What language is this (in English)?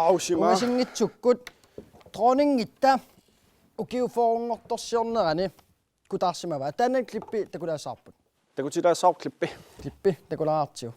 Kalaallisut